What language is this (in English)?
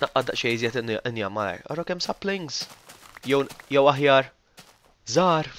Maltese